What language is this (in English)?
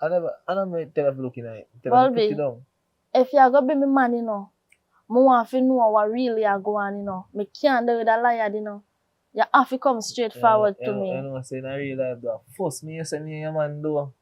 Jamaican Creole English